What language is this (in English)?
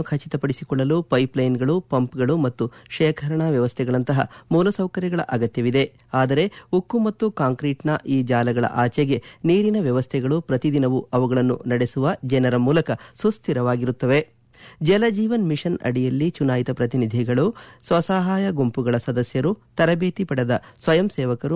Kannada